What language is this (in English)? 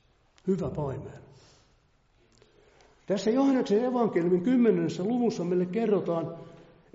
Finnish